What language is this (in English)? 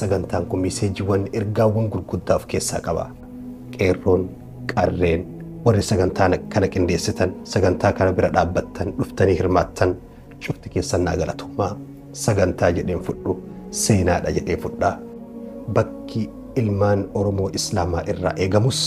Oromo